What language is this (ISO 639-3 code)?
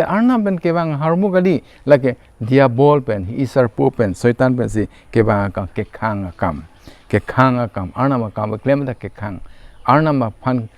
mjw